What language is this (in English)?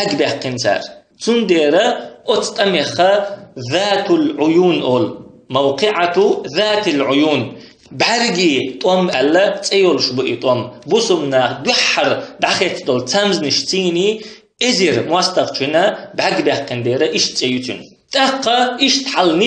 Chechen